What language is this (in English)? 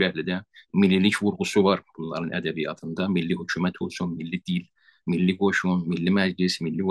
South Azerbaijani